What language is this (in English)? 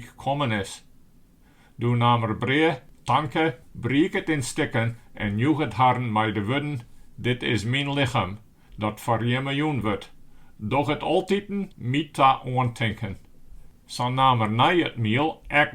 Western Frisian